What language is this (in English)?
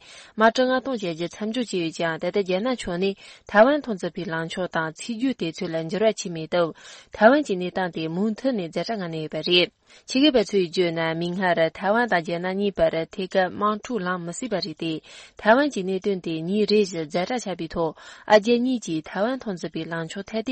Tibetan